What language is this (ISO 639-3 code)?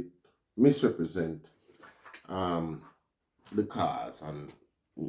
jam